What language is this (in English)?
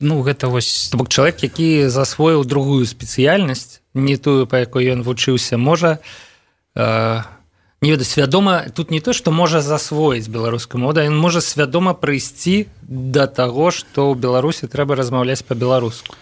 Belarusian